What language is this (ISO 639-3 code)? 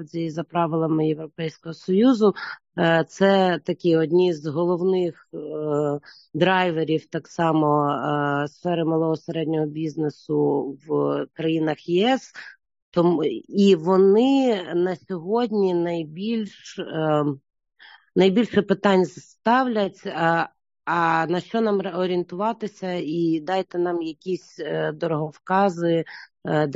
ukr